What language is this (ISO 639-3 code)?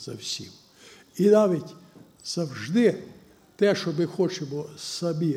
ukr